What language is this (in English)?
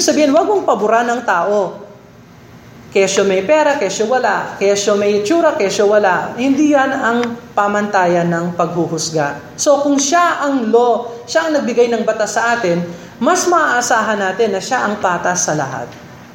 Filipino